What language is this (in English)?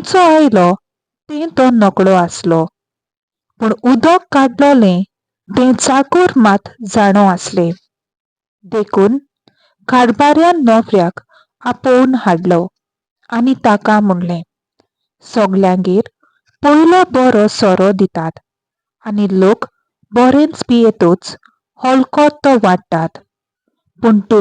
Konkani